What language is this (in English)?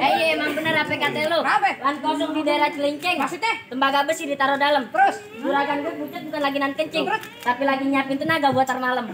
Betawi